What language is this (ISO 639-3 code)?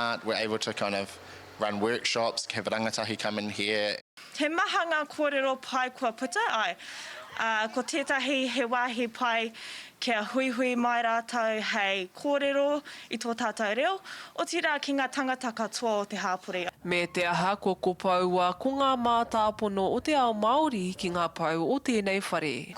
mri